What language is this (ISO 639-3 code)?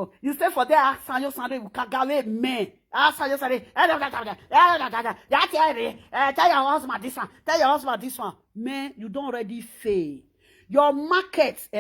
pcm